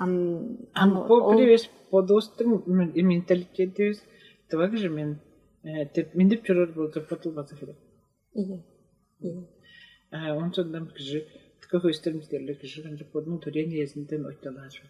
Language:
Tuvinian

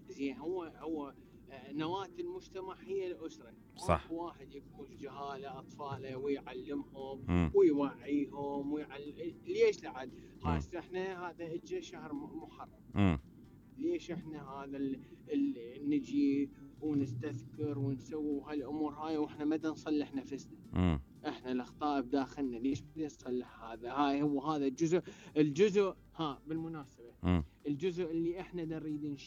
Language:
Mesopotamian Arabic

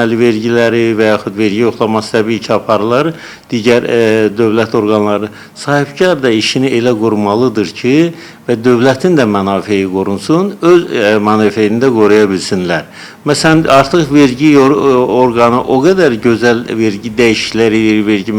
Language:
Azerbaijani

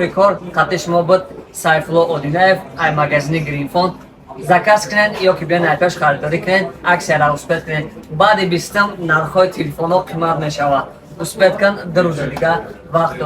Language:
Tajik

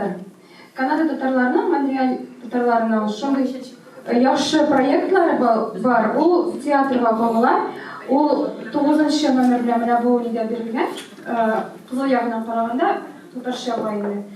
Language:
Tatar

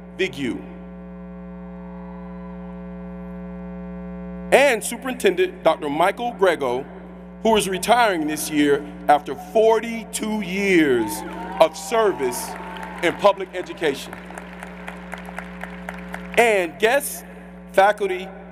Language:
English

